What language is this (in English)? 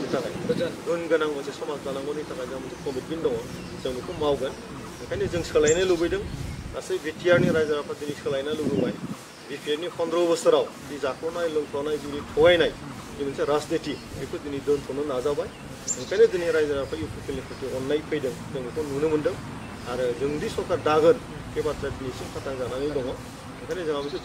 Bodo